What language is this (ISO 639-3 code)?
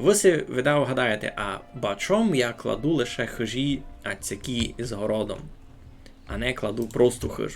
rue